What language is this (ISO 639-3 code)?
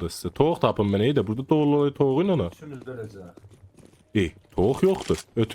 azb